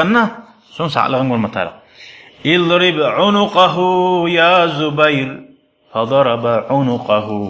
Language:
Kumyk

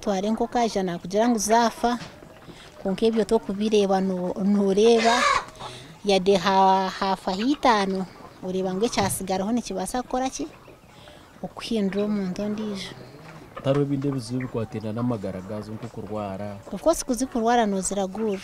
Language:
Nyankole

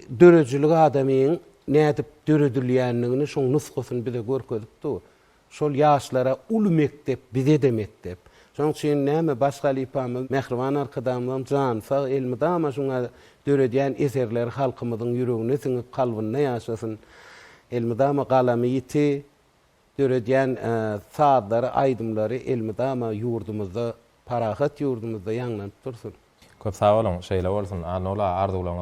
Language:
Turkmen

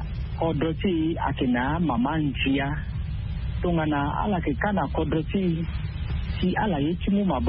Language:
Sango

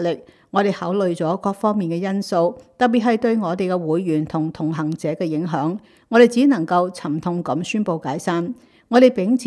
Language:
Cantonese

